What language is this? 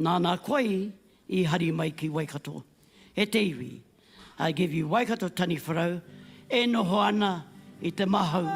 Māori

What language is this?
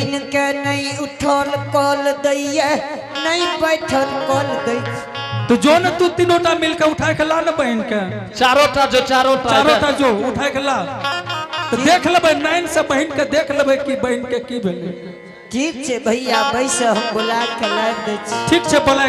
Angika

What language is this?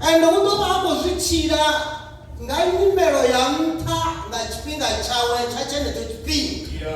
Venda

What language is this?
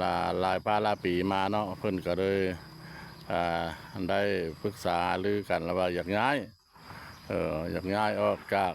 Lao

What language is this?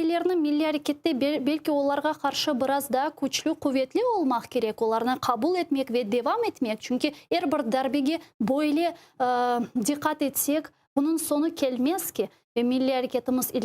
Crimean Tatar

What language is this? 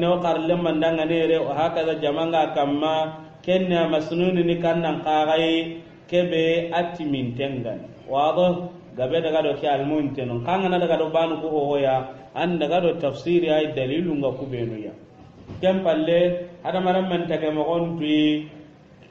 Soninke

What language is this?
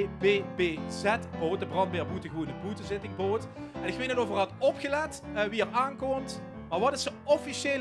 Limburgish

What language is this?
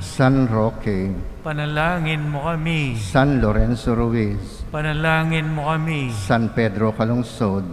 Pampanga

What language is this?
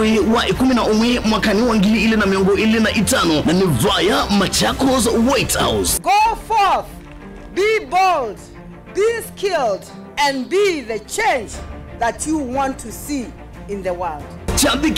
Kamba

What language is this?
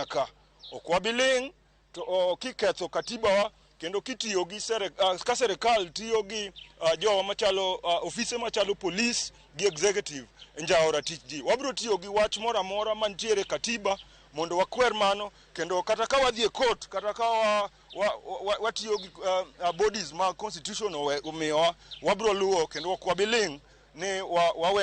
Luo (Kenya and Tanzania)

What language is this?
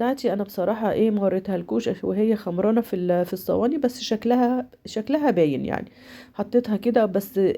Egyptian Arabic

